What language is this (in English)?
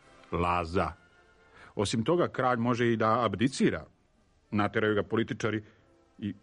Serbian